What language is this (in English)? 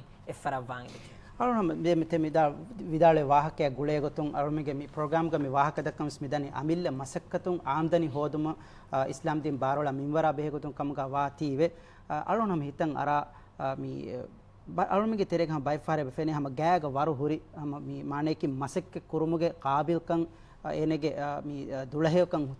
Divehi